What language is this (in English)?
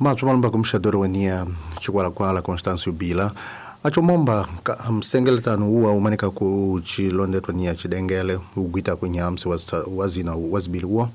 Tsonga